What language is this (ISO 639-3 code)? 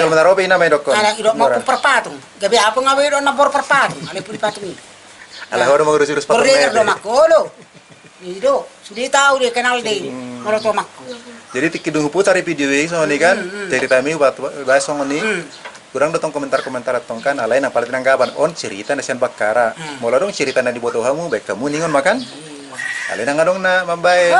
bbc